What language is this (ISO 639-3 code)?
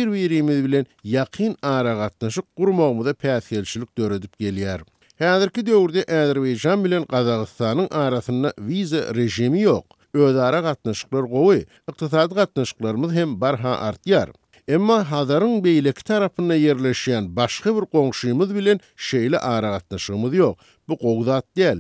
tuk